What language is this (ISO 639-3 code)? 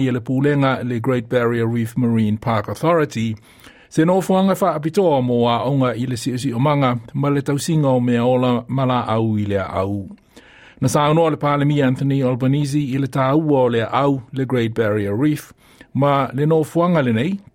smo